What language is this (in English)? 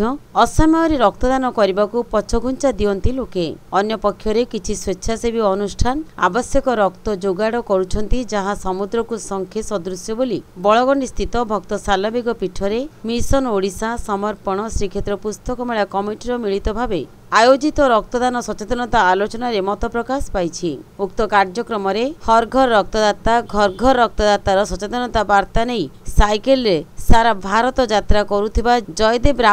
Odia